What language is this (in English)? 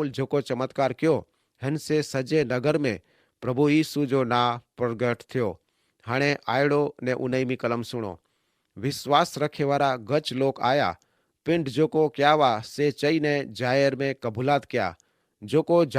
Kachhi